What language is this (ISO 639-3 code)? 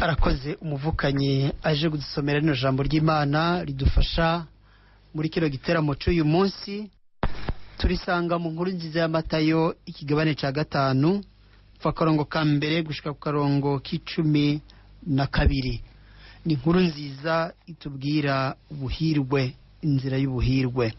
run